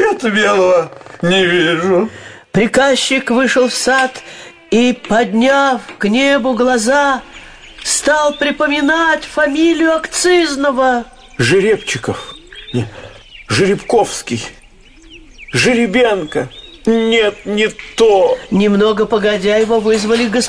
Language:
Russian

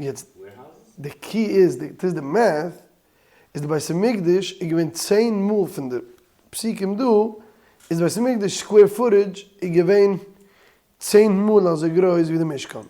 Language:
Yiddish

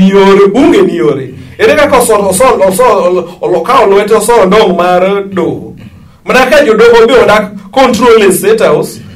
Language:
Luo (Kenya and Tanzania)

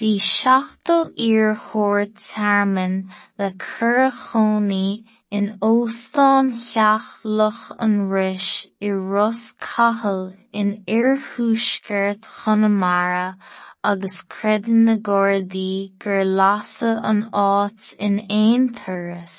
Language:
Irish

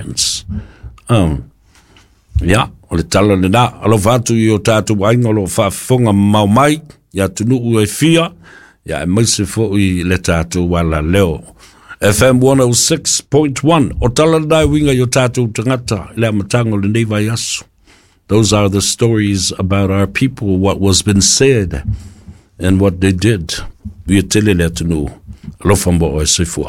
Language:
Samoan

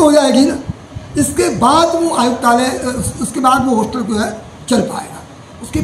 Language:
Hindi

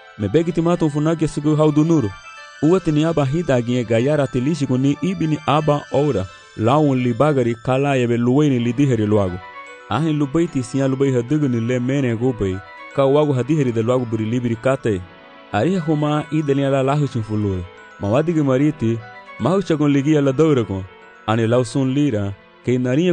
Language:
Garifuna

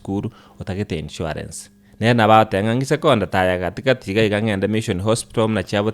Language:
Gusii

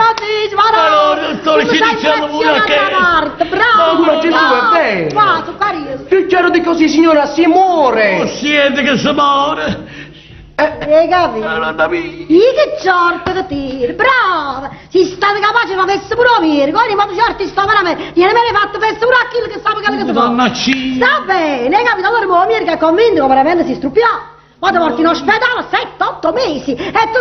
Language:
Neapolitan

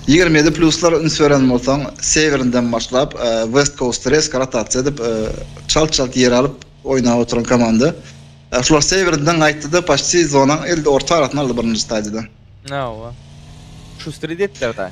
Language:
Turkmen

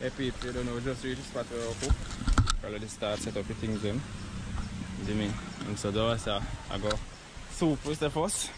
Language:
Jamaican Creole English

